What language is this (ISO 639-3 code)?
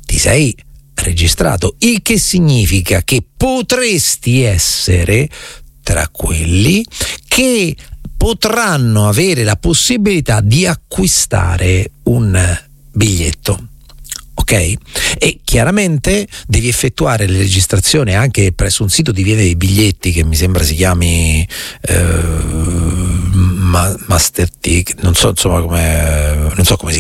ita